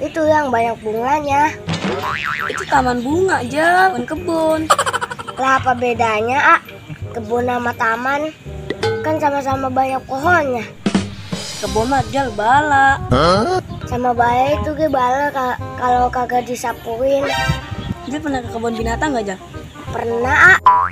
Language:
Betawi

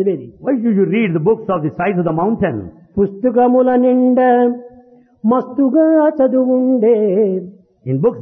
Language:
Telugu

